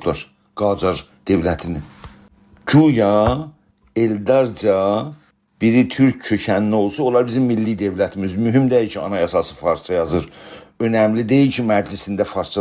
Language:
South Azerbaijani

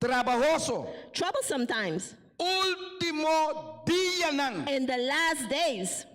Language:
Papiamento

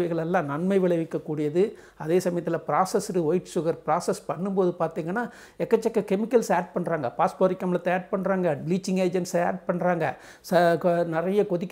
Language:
Tamil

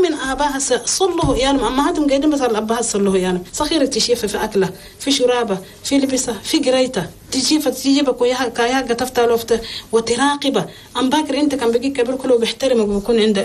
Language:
Chadian Arabic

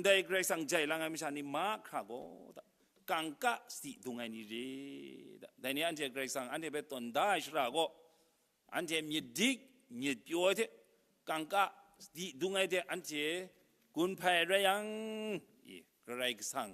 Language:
Kachin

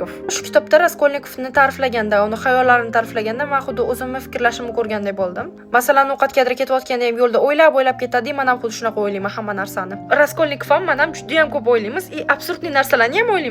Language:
Uzbek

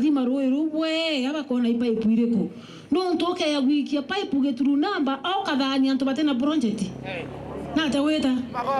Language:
Meru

